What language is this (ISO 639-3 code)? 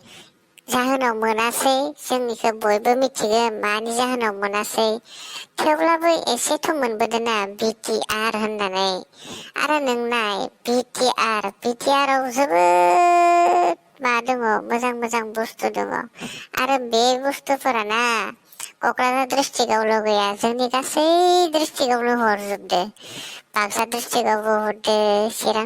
brx